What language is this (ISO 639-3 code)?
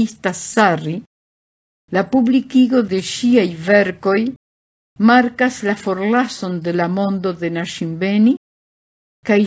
epo